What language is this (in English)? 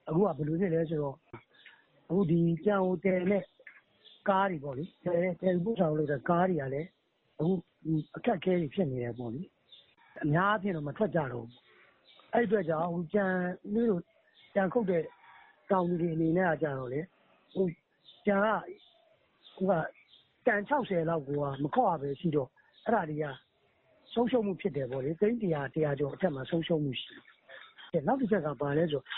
Burmese